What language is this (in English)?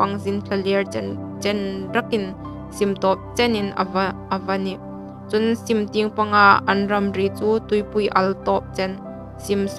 Hmar